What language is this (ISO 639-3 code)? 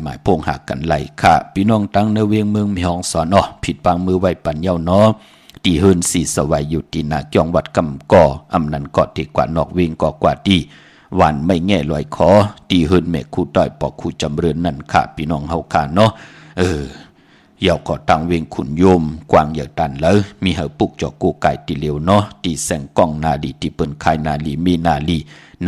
shn